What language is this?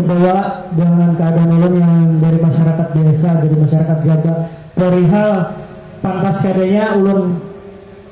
Banjar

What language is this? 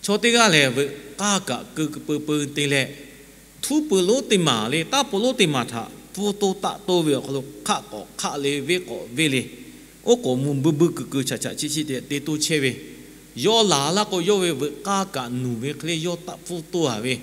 Lahu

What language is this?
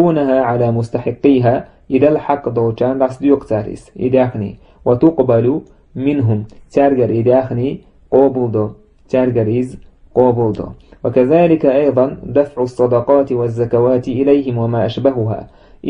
Chechen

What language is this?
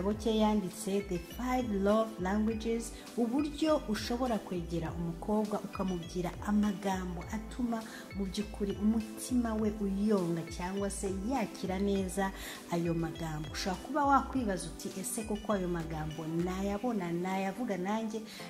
Kinyarwanda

